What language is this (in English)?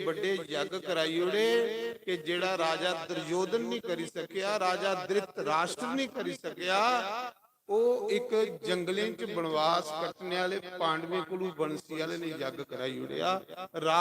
Dogri